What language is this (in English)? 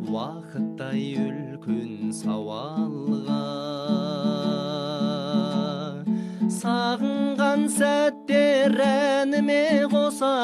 Kazakh